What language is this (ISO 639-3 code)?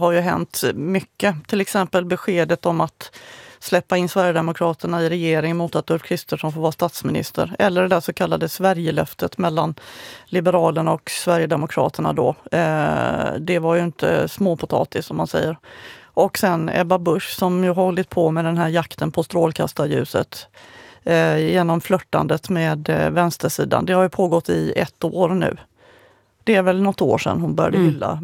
swe